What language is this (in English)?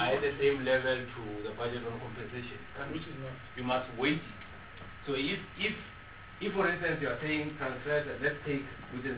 English